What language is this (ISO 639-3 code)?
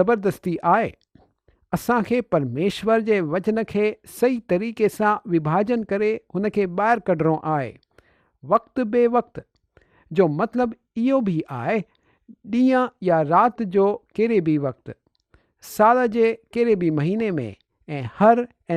snd